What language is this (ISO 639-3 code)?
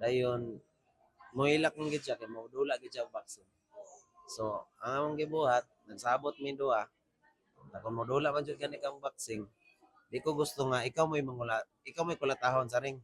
ceb